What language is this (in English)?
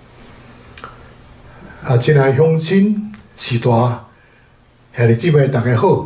Min Nan Chinese